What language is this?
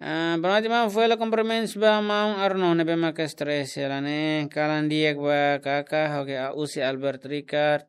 Tetum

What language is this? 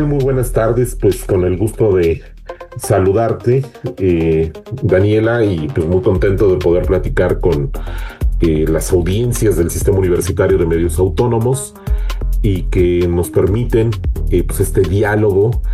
Spanish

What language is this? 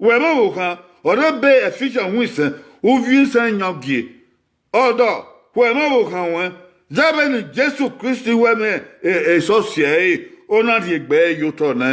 Bini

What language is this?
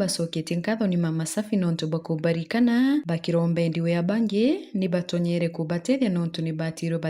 Meru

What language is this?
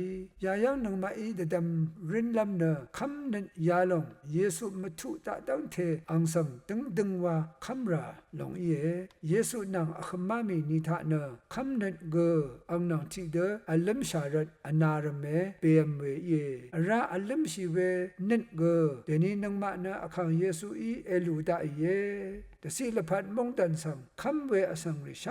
Rawang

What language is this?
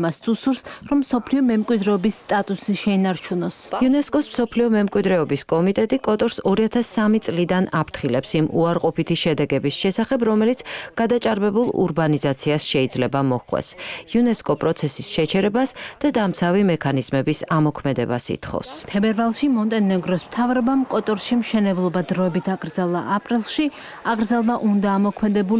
Georgian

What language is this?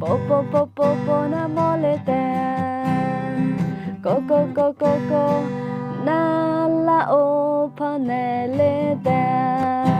Akha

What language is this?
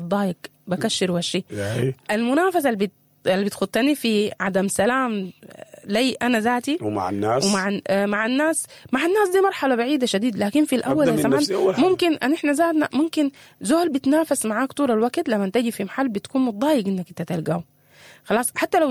Sudanese Arabic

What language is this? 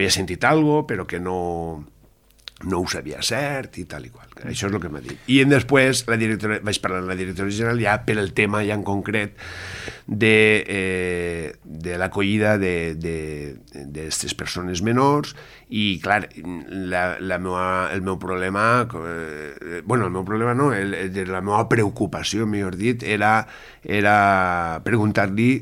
Catalan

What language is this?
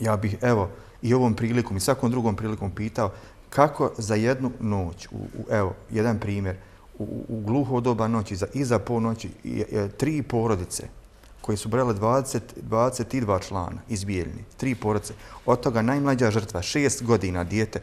Bosnian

